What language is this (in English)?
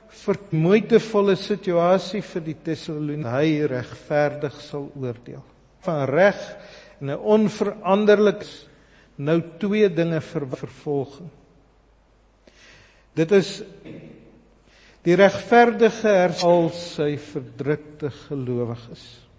Afrikaans